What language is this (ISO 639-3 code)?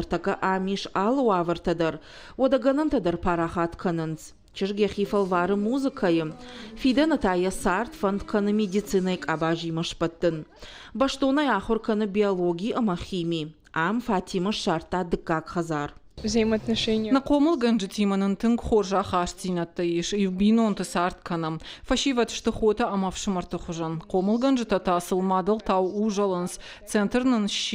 oss